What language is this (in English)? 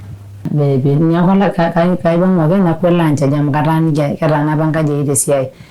Masai